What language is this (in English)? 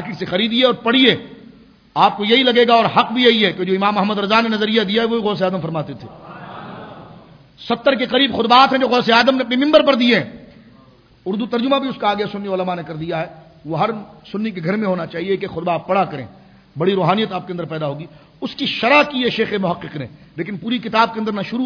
Urdu